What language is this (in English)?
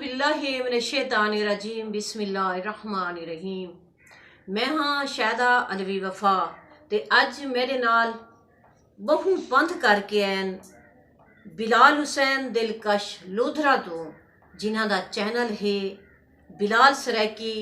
Saraiki